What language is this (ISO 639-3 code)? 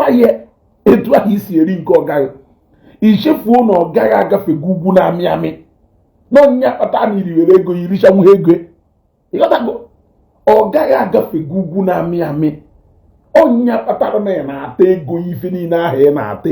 ibo